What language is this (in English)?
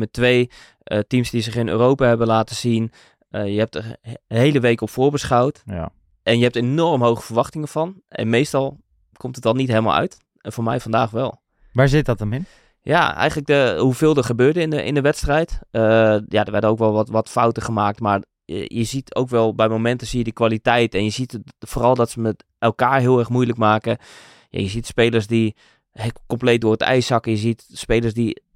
Dutch